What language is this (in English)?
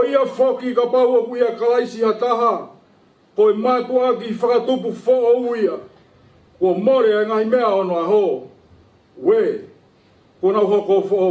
Tongan